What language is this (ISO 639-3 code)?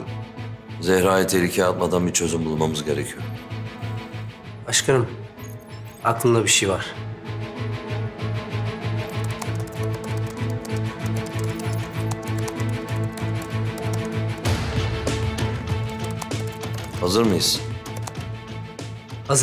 tur